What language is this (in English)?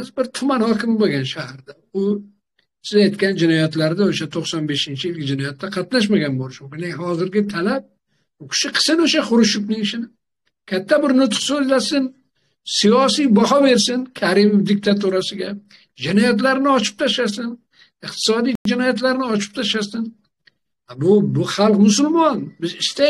Uzbek